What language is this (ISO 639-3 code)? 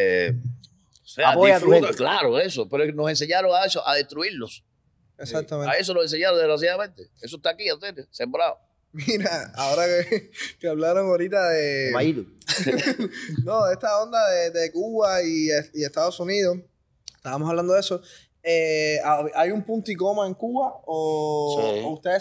spa